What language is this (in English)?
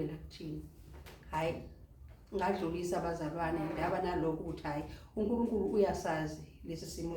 Zulu